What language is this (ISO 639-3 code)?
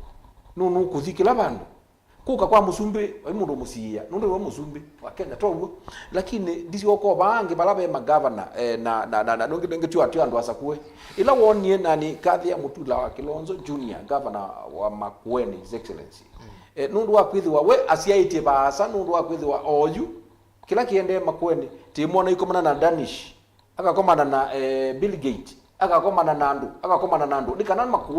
kam